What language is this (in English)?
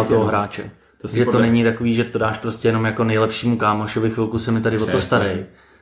Czech